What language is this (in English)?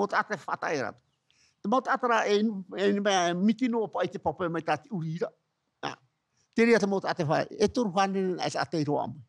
Tahitian